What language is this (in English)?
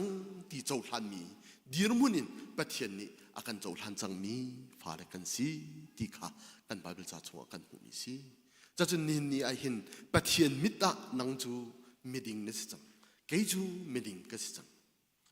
Hakha Chin